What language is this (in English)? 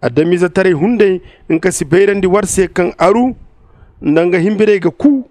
Zarma